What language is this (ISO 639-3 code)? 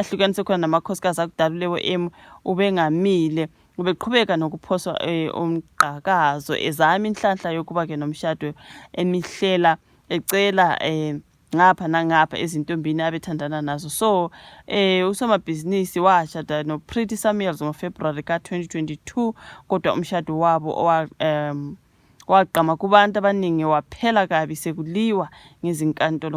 zul